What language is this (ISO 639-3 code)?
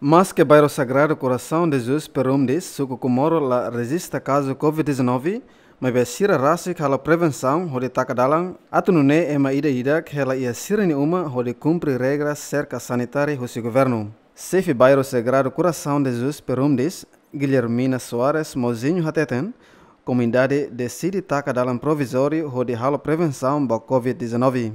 tet